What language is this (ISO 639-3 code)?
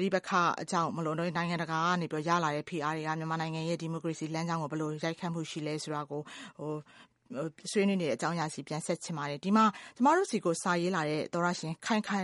mya